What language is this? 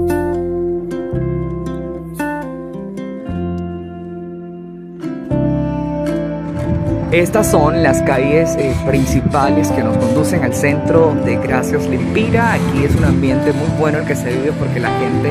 Spanish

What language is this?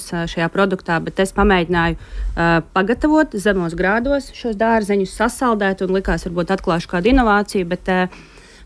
Latvian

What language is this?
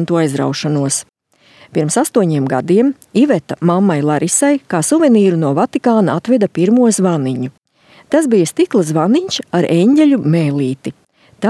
Latvian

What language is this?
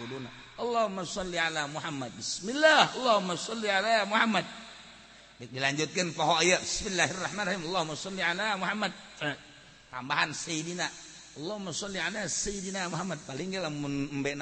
Sundanese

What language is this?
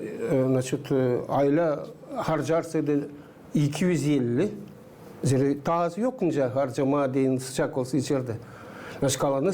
Gagauz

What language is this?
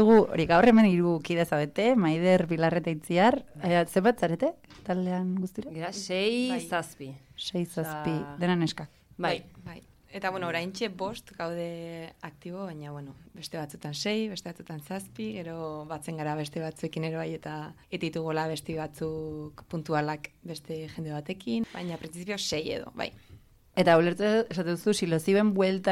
Basque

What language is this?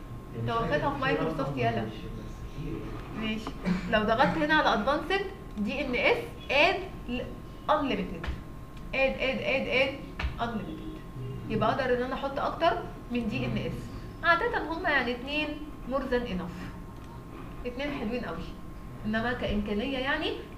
Egyptian Arabic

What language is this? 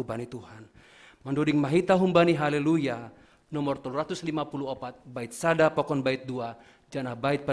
Batak Simalungun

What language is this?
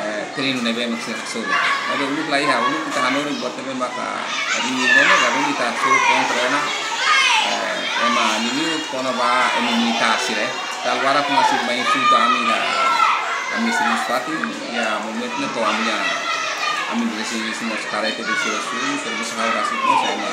Tetum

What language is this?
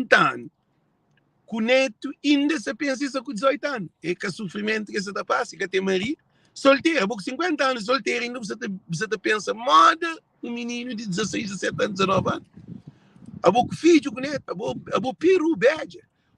Kabuverdianu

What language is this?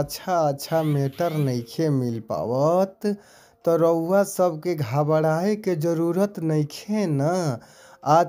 Bhojpuri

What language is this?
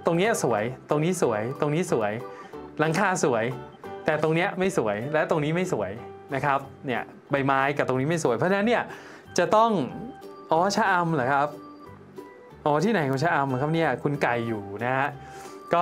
Thai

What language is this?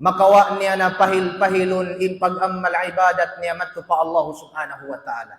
Tausug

